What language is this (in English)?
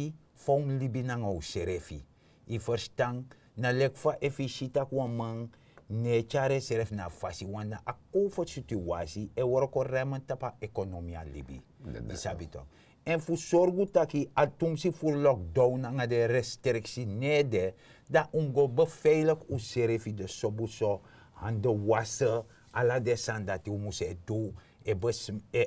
Sranan Tongo